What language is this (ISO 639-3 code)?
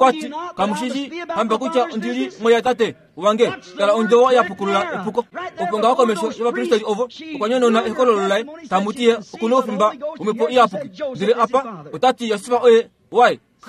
kua